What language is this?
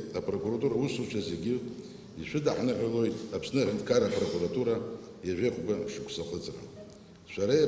Abkhazian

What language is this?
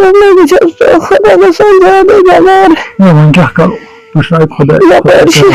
Kashmiri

